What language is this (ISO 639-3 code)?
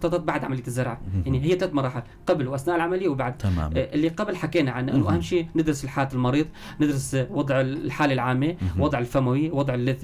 apc